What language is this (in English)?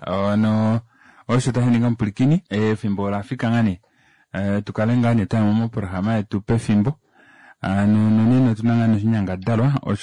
Kuanyama